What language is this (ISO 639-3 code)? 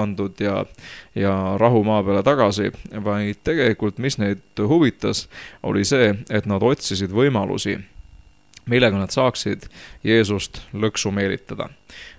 est